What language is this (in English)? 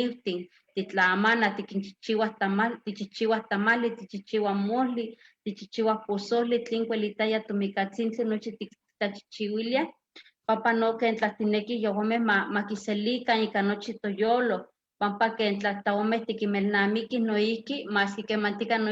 Eastern Huasteca Nahuatl